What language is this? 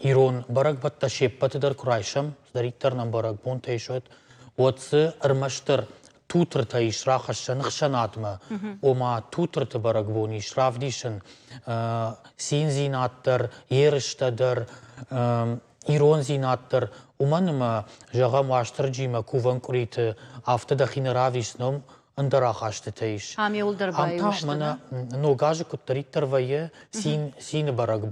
Ossetic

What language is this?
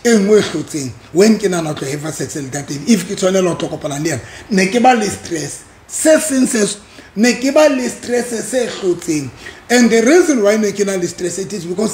Southern Sotho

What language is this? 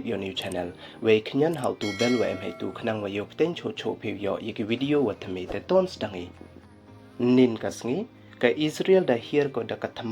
Pnar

